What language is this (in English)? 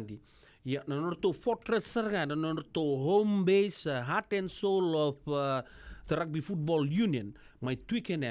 Fijian